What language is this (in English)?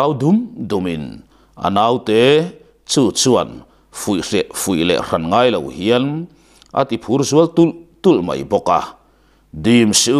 Mizo